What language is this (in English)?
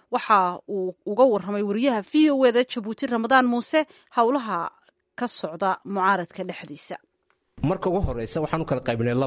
Somali